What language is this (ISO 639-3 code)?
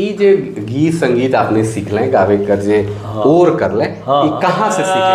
sck